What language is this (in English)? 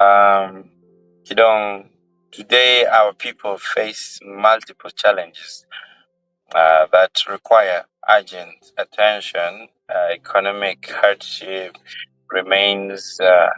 Acoli